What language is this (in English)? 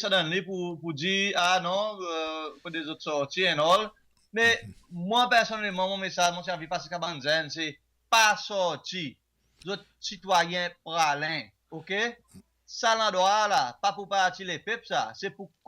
Seselwa Creole French